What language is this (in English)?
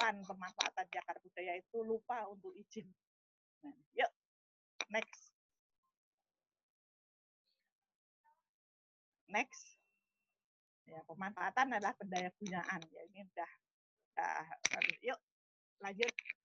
Indonesian